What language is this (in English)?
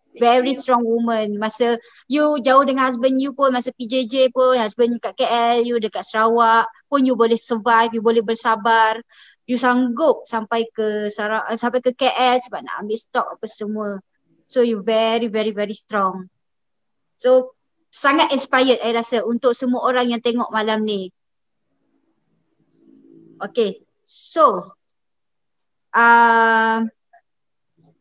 Malay